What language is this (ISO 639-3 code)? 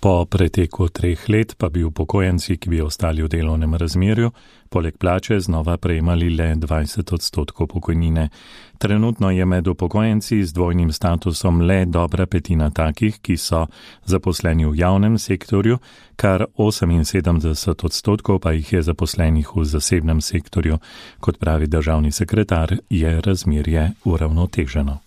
slv